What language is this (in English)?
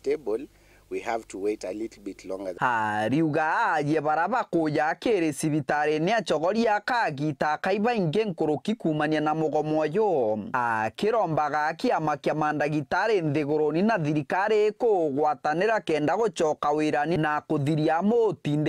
Meru